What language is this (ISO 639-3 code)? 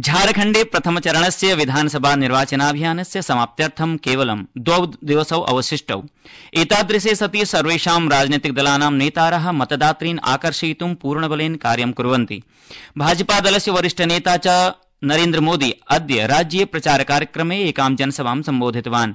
san